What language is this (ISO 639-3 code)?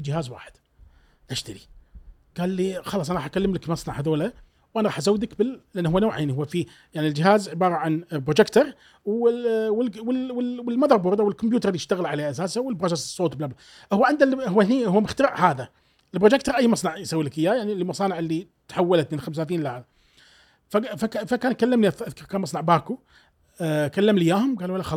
afb